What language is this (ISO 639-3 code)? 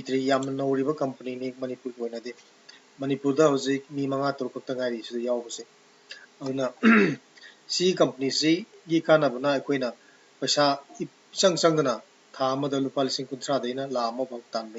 mni